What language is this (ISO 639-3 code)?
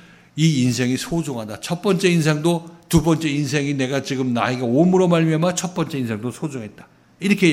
kor